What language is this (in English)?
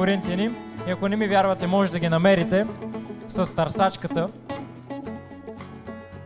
Bulgarian